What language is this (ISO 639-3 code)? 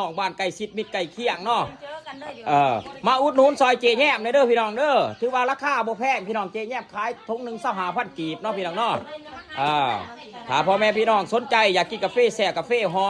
lao